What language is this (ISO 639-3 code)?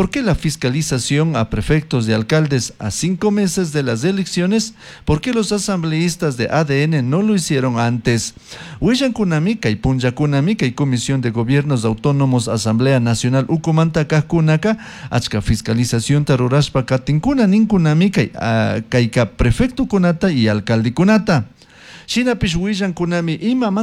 qug